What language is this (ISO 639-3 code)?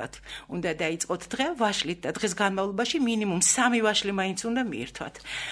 kat